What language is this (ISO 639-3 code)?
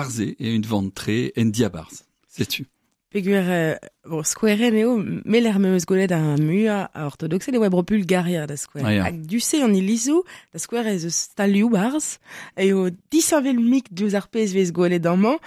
bre